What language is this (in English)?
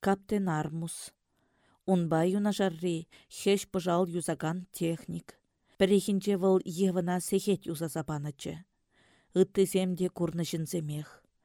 Chuvash